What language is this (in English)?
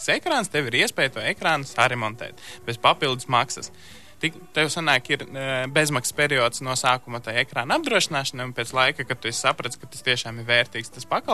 Latvian